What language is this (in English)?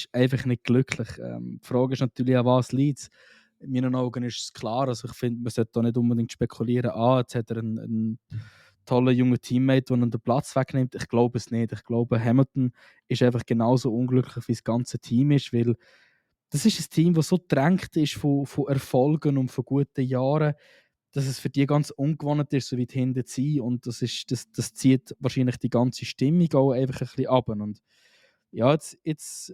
Swiss German